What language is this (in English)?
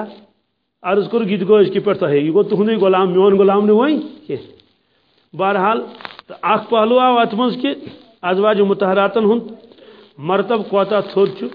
Kashmiri